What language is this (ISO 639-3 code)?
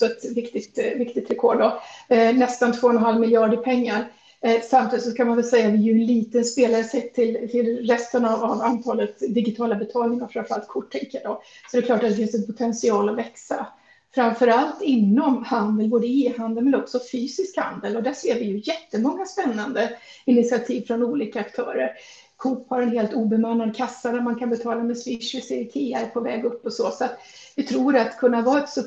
swe